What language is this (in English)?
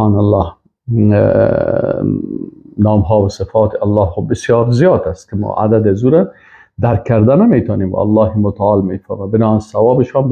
Persian